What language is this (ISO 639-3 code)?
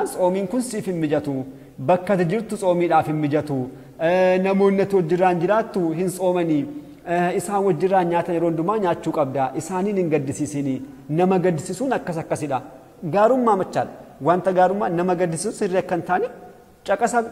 orm